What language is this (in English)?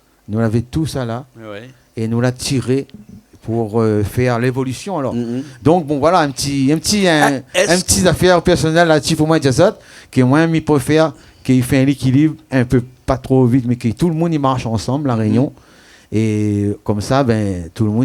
Réunion Creole French